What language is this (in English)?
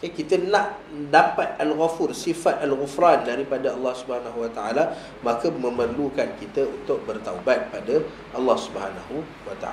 Malay